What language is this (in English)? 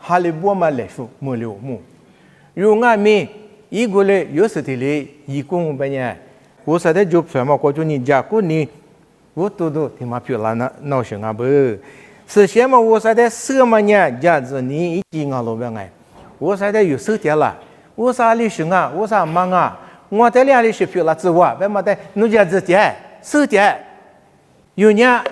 Lisu